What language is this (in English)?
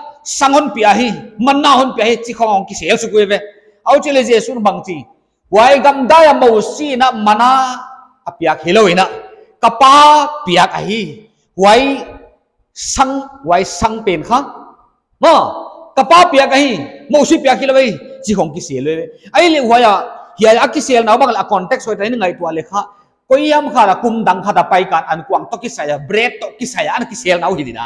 Paite Chin